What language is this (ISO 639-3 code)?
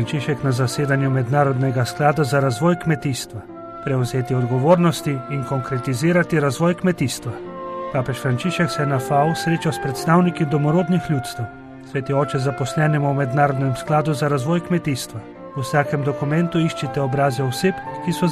slv